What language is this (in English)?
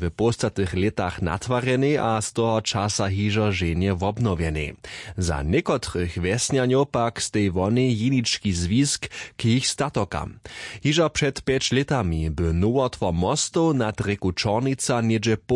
Upper Sorbian